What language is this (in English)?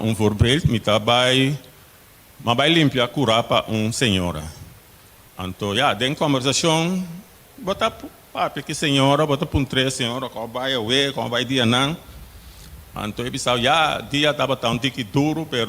Papiamento